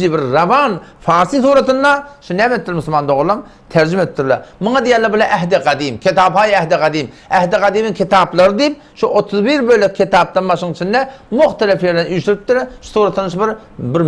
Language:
Turkmen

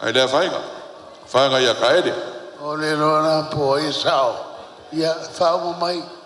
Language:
Samoan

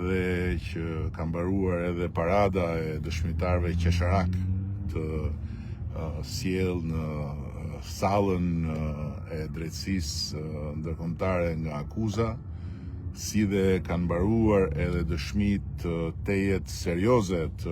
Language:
Albanian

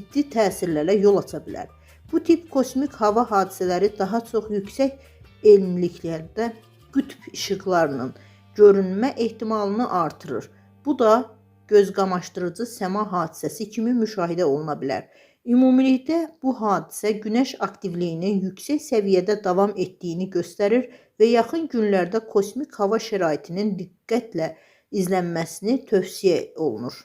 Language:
Azerbaijani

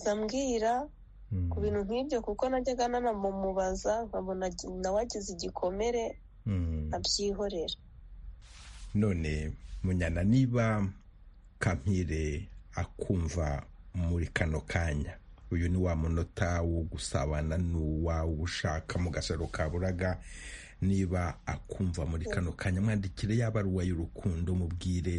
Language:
Kinyarwanda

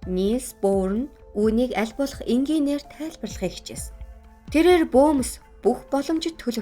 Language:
Mongolian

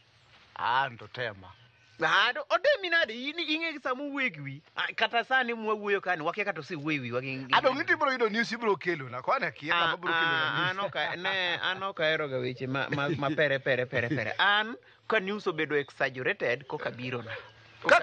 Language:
Luo (Kenya and Tanzania)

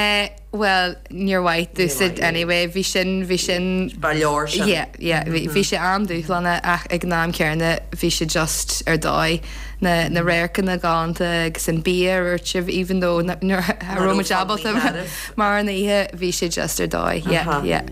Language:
Irish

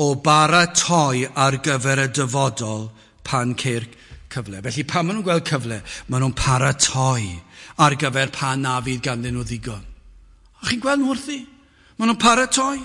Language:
Welsh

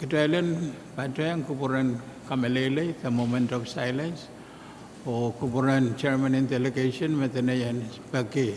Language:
Pohnpeian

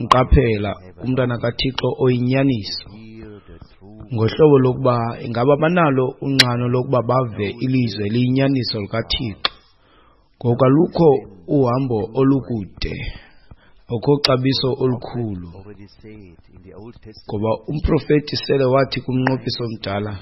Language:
Xhosa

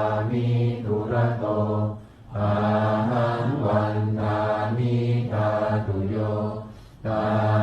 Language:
Pali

